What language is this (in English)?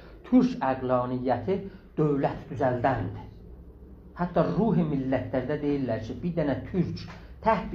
South Azerbaijani